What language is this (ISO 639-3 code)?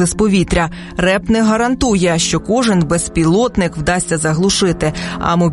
ukr